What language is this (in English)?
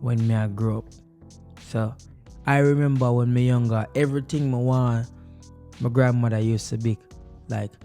Jamaican Creole English